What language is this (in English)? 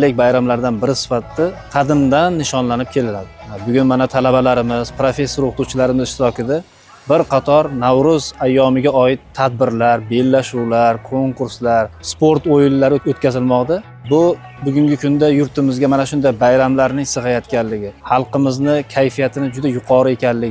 Uzbek